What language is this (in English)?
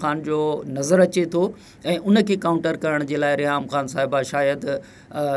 Sindhi